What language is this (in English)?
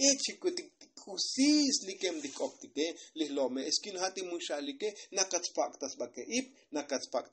Tzotzil